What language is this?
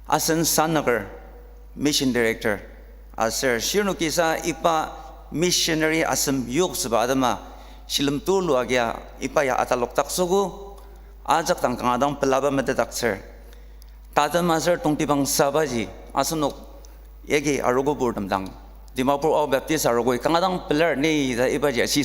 Ao Naga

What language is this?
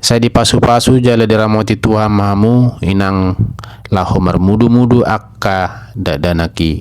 Batak Toba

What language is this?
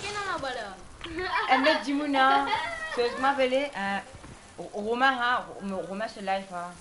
Morisyen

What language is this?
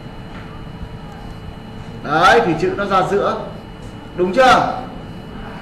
Vietnamese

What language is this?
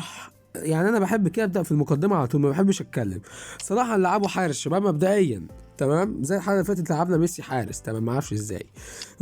Egyptian Arabic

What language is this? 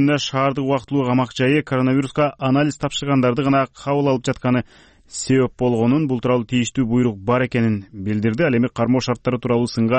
Kyrgyz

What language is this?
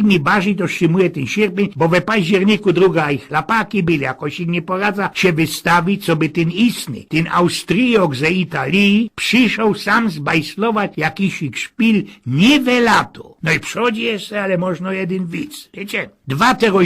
Silesian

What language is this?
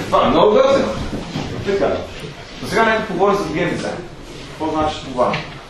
Bulgarian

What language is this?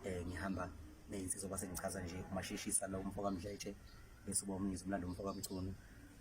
Zulu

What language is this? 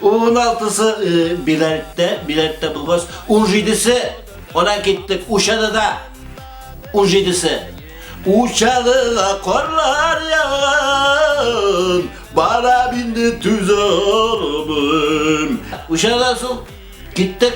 Bashkir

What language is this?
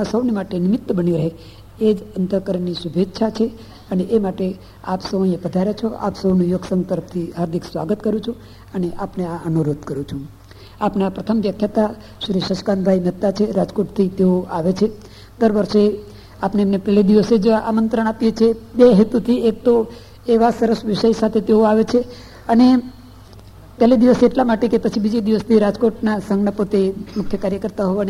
Gujarati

